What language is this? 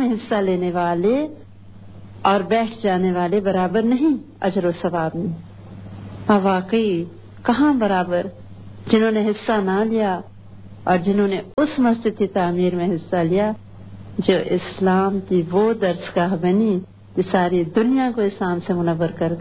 Urdu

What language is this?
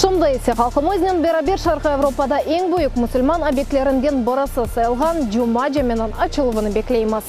Crimean Tatar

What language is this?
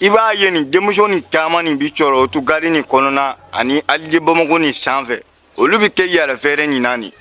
Bambara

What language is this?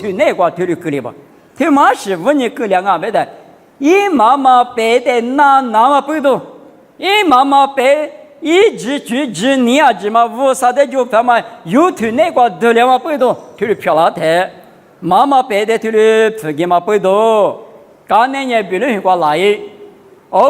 Lisu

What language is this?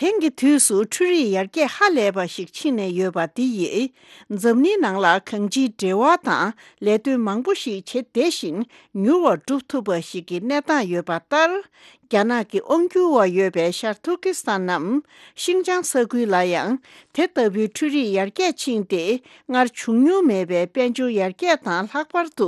Tibetan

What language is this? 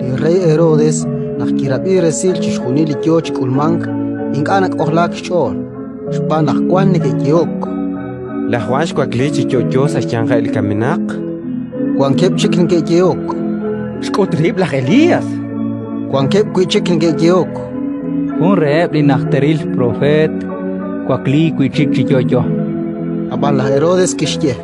Kekchí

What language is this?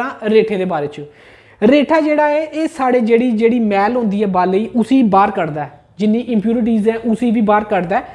Dogri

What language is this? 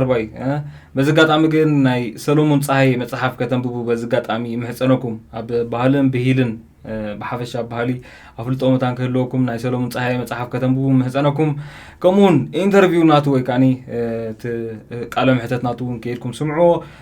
Tigrinya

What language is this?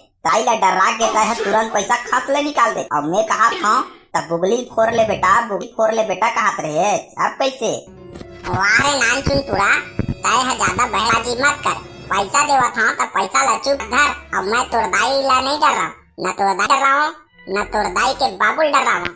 Chhattisgarhi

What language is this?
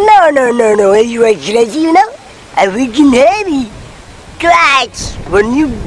Betawi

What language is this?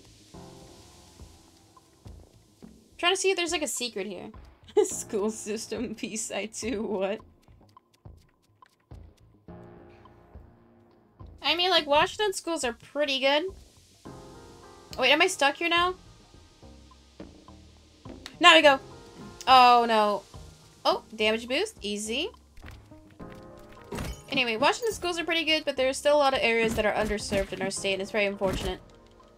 English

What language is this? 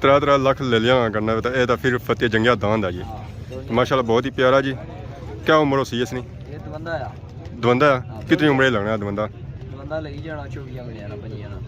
Pahari-Potwari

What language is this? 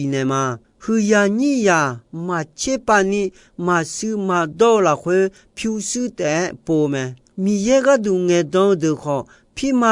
Akha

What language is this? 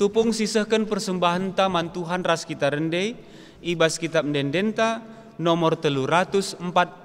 Batak Karo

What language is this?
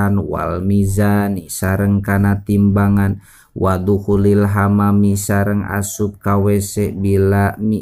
Sundanese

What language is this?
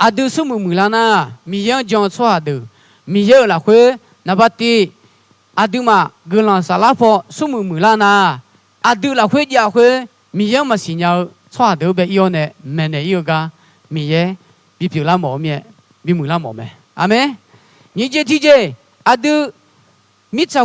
Akha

